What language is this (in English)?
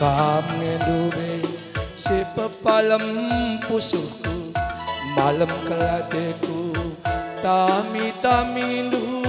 Batak Karo